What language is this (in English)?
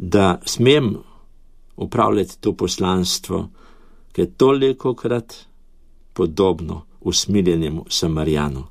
Slovenian